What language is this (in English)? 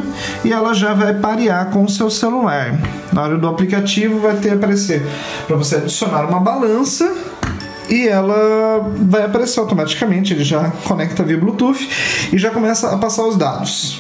Portuguese